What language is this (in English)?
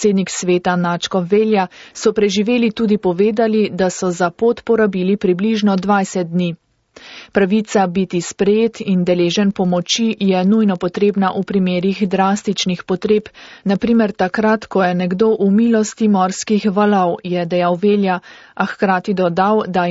Slovenian